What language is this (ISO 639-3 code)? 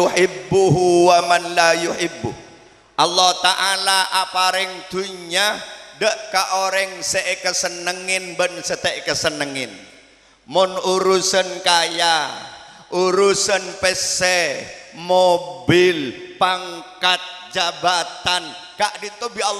mad